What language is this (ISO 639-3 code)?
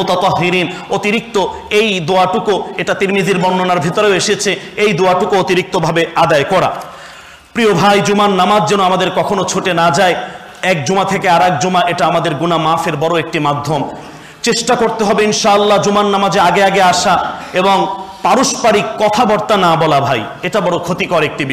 ben